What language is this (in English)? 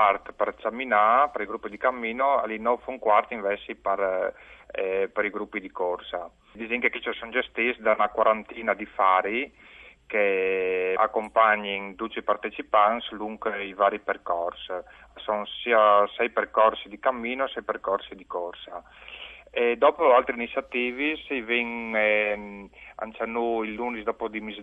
Friulian